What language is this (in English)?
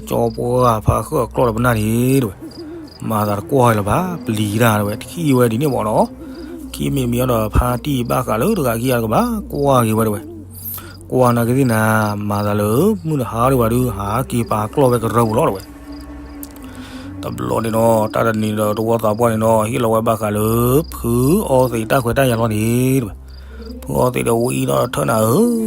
S'gaw Karen